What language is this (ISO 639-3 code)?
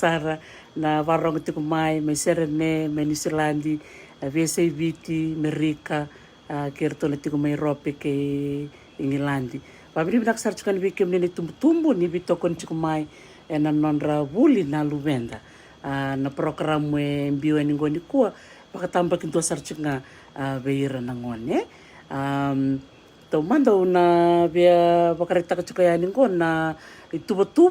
fij